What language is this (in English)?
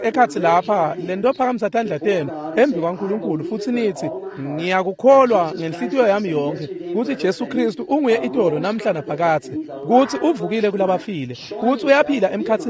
Swati